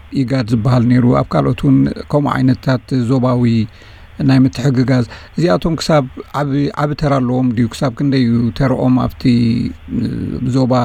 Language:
Tigrinya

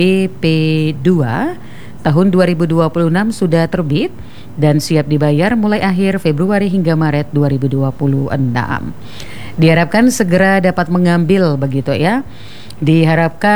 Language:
Indonesian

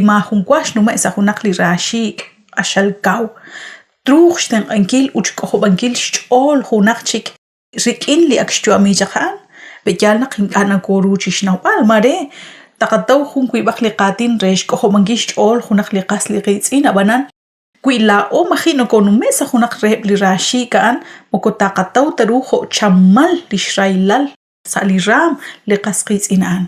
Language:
Kekchí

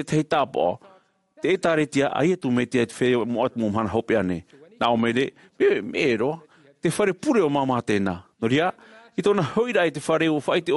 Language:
Tahitian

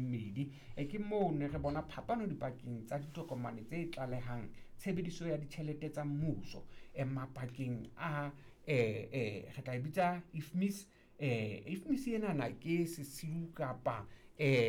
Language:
Southern Sotho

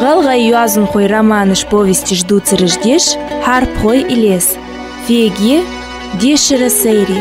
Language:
Ingush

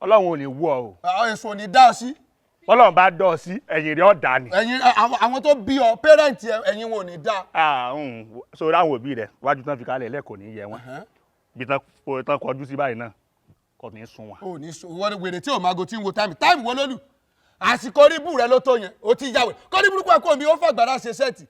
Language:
Yoruba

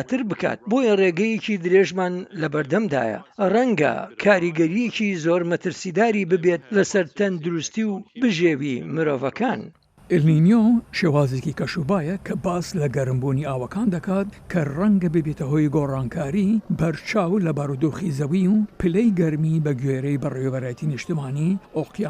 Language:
Central Kurdish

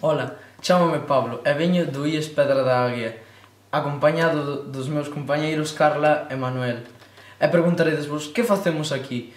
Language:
Galician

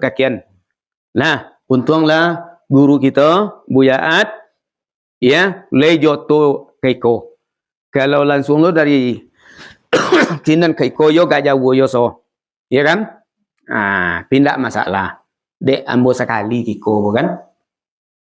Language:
Minangkabau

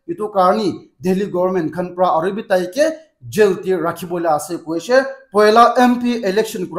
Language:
Naga Pidgin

